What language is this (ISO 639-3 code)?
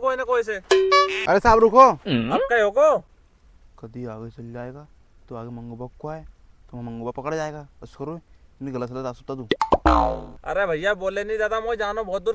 raj